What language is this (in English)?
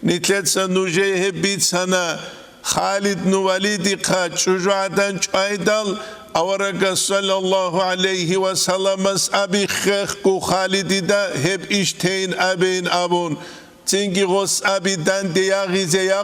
Avaric